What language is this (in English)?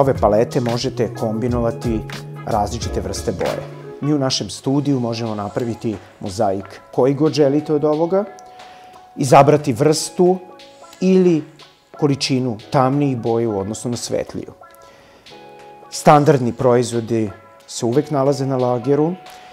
Serbian